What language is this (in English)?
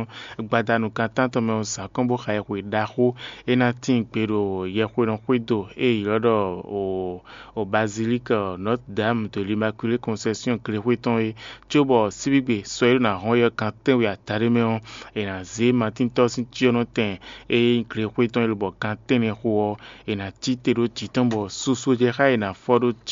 Fon